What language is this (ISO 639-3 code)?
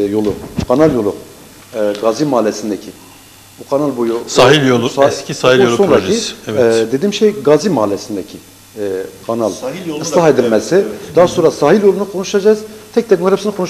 tur